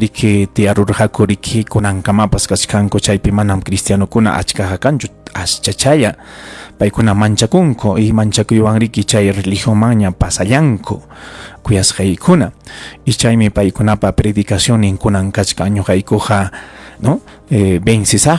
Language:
Ayacucho Quechua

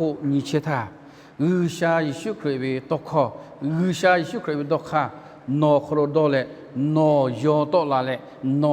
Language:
Lahu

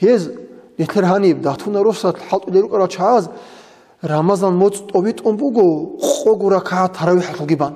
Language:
Avaric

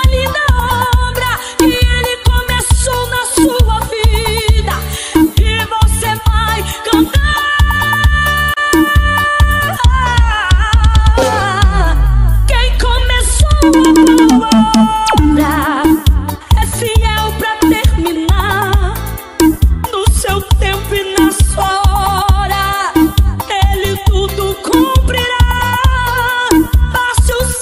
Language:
Portuguese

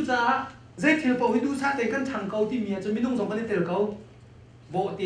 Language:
Hakha Chin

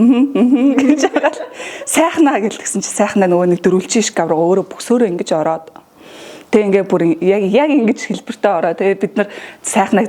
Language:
Mongolian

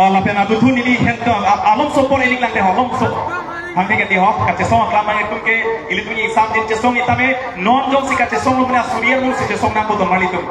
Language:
Karbi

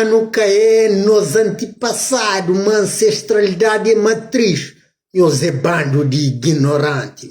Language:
Kabuverdianu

